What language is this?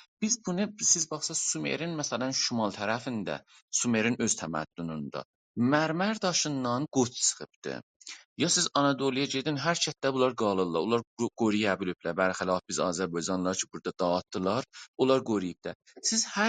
South Azerbaijani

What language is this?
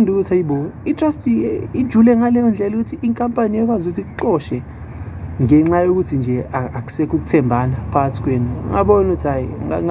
Zulu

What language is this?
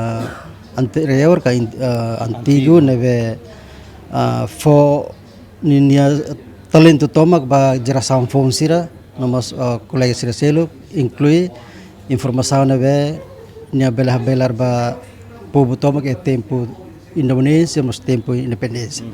Tetum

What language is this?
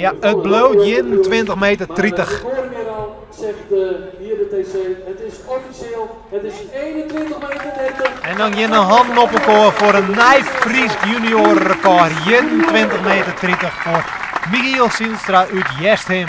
Western Frisian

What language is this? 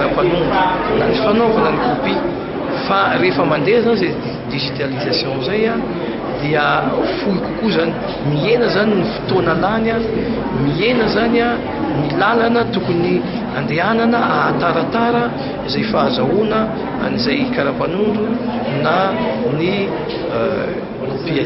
Malagasy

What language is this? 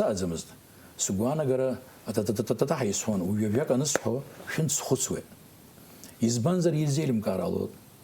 Abkhazian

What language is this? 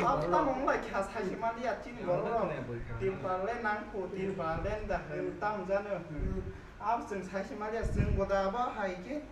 Kok Borok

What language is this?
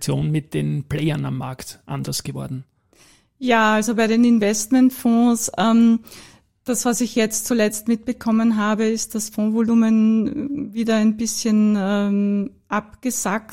German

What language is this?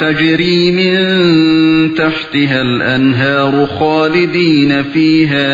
Uyghur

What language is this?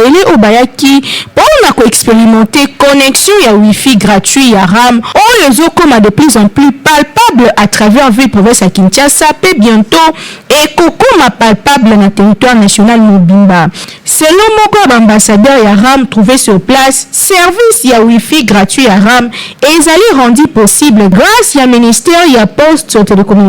Lingala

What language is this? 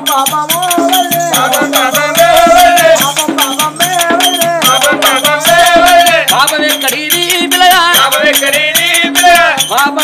Telugu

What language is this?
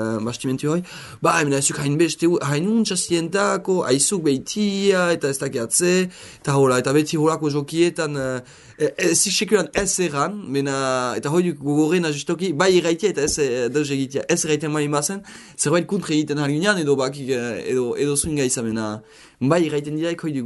Basque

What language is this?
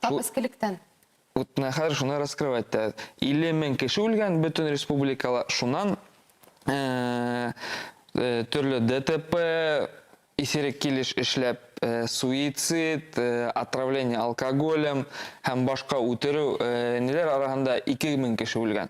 Bashkir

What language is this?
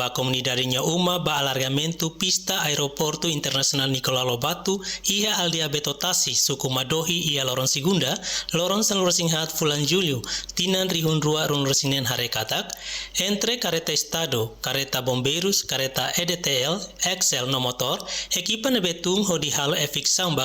Tetum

